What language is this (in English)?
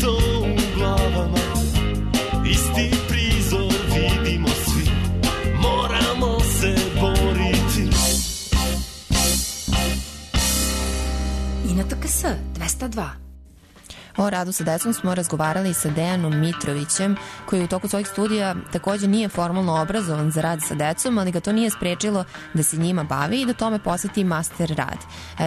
Serbian